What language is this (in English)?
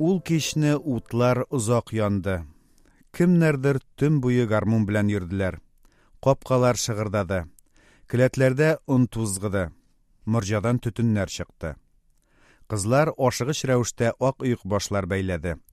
Tatar